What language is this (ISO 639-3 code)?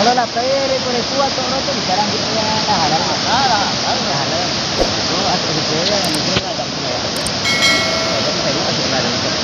min